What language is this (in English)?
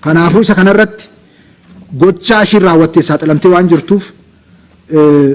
Oromo